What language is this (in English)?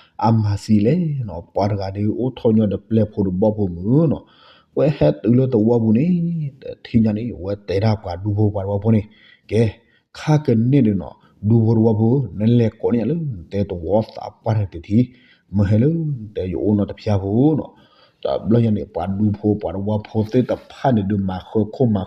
S'gaw Karen